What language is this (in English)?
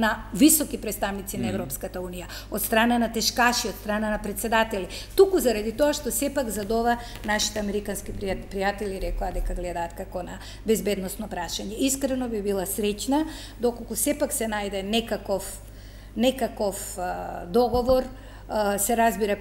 Macedonian